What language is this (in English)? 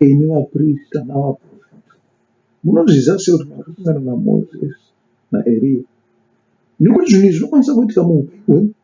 Shona